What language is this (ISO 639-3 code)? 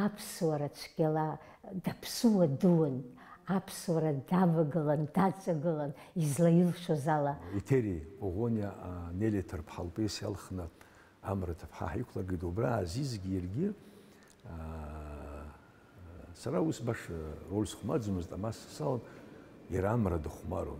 abk